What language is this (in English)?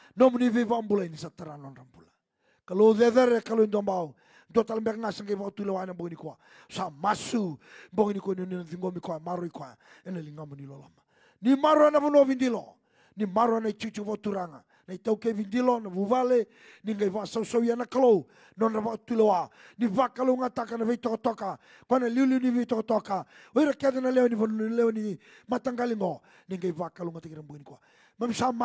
Fijian